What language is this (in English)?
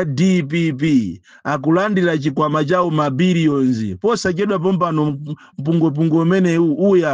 Nyanja